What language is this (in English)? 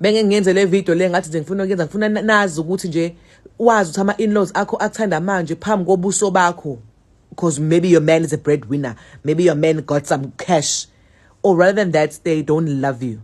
Zulu